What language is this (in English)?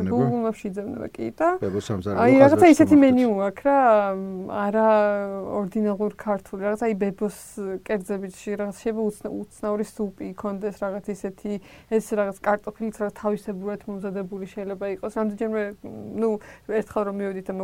Georgian